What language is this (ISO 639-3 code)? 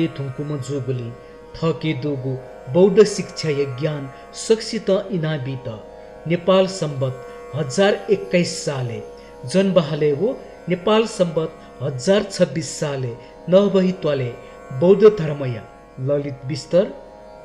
new